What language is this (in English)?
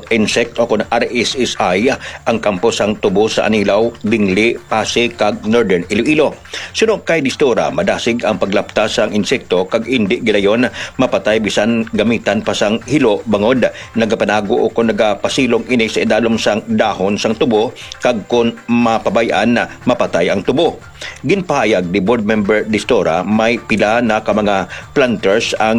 Hiligaynon